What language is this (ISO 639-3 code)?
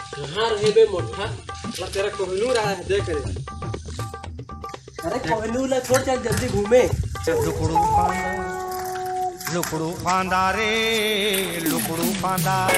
hne